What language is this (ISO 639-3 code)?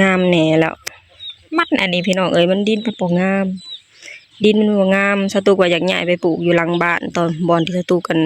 lao